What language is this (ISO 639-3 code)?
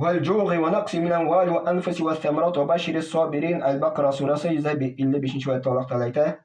tat